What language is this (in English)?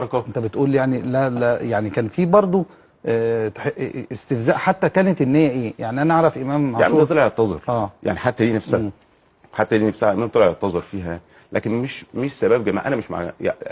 Egyptian Arabic